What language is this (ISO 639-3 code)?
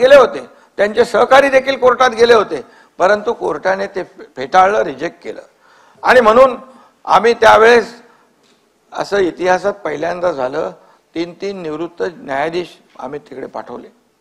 mar